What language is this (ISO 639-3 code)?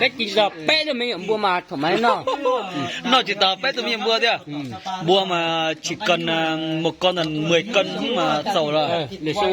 hmn